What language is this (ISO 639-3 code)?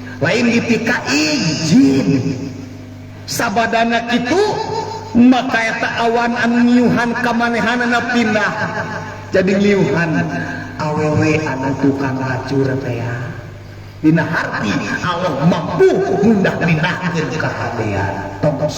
sun